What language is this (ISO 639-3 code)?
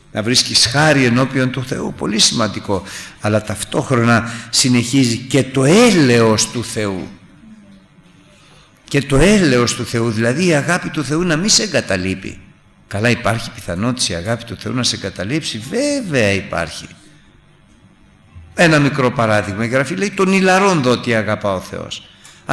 ell